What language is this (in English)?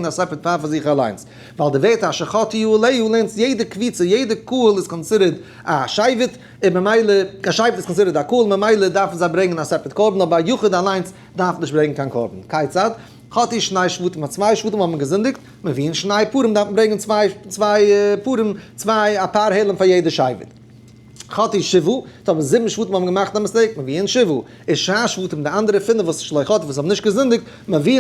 Yiddish